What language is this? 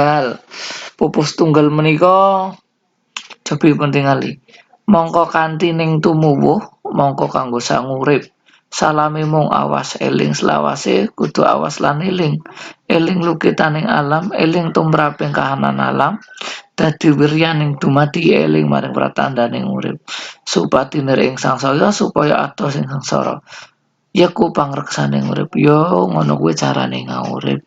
Javanese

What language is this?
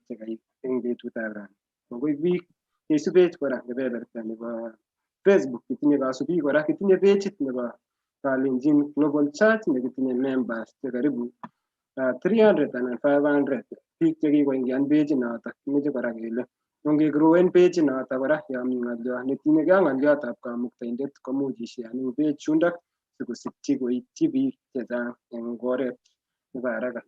Kalenjin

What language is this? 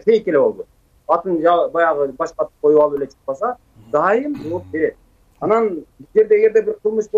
Kyrgyz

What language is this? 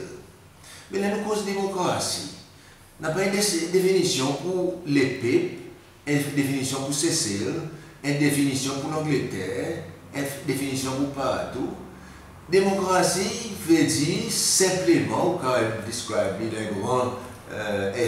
Seselwa Creole French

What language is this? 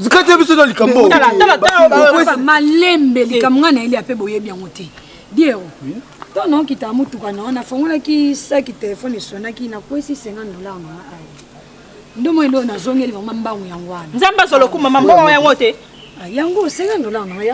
Lingala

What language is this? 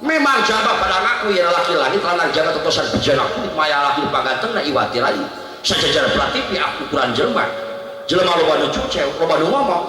Sundanese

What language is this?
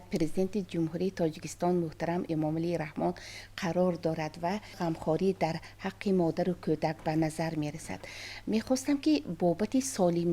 Tajik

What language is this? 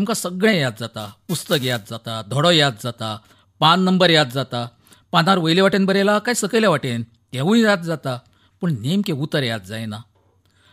Konkani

